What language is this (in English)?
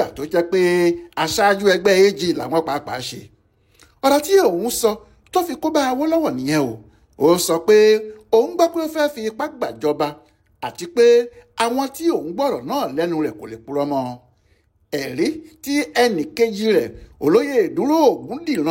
Yoruba